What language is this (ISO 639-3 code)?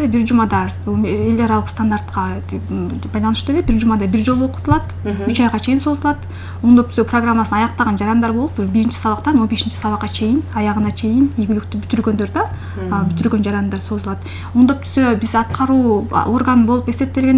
kir